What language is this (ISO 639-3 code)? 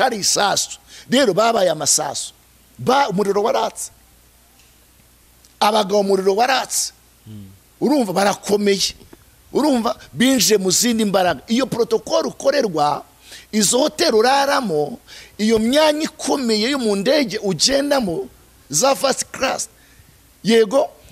kin